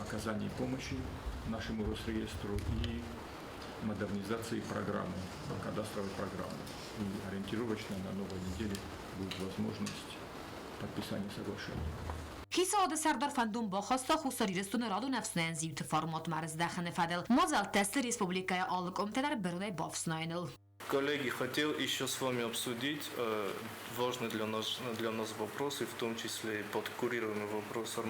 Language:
Ossetic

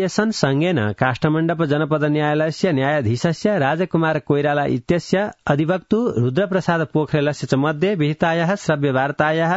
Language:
Sanskrit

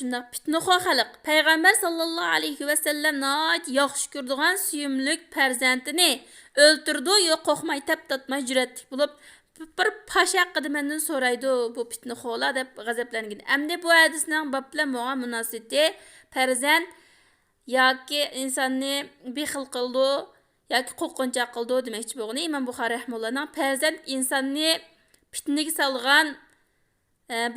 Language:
Uyghur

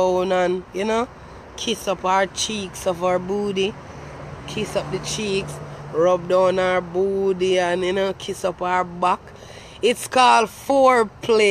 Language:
Jamaican Creole English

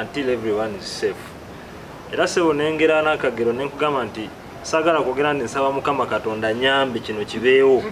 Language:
Ganda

